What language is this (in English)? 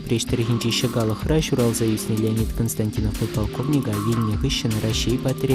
Chuvash